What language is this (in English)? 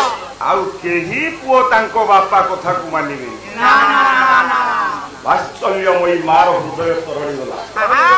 Odia